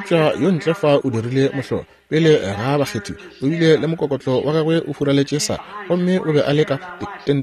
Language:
Northern Sotho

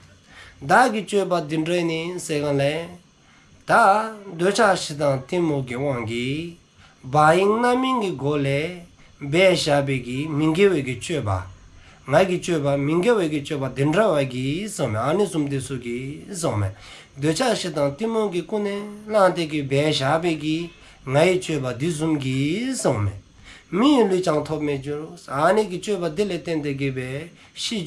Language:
Dzongkha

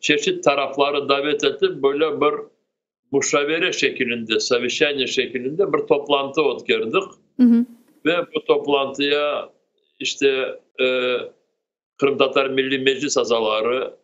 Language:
Crimean Tatar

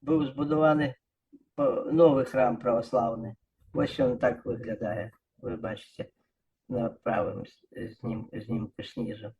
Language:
Belarusian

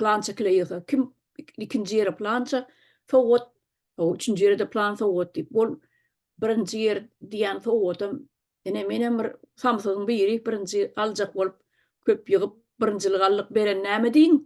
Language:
Turkmen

